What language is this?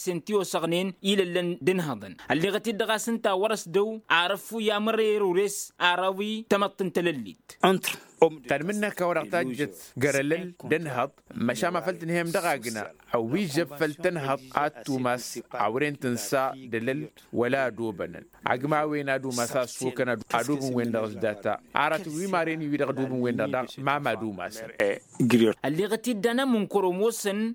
Tamasheq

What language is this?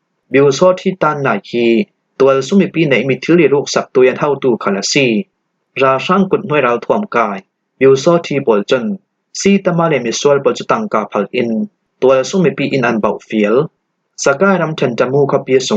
Falam Chin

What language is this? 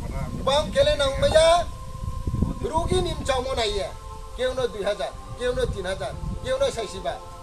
Riang (India)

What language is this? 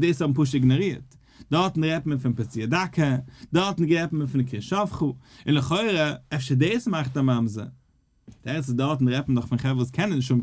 Yiddish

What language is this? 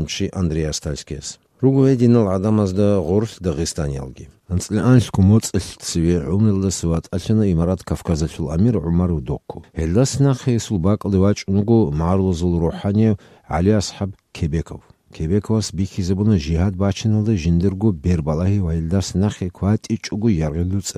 Avaric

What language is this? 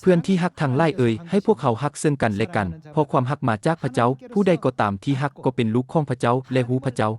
Lao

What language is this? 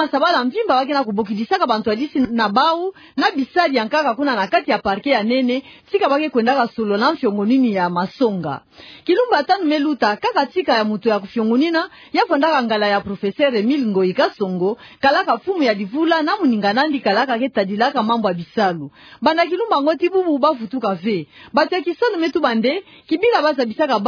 Kituba (Democratic Republic of Congo)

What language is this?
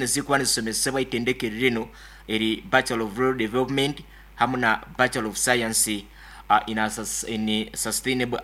Nyoro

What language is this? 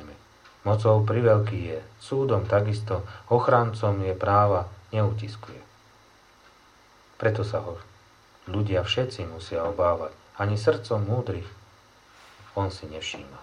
Slovak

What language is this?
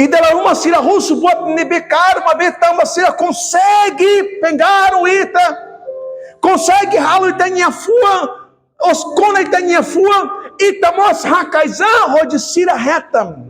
Tetum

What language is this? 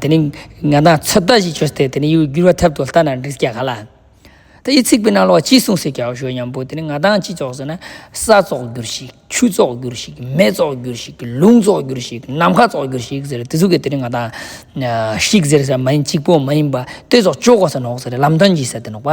Ladakhi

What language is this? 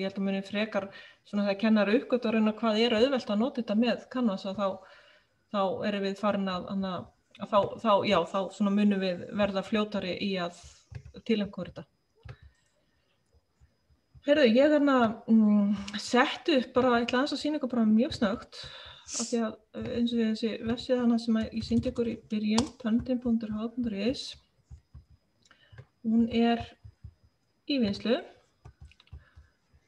Icelandic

